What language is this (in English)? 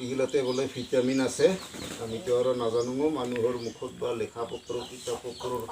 Assamese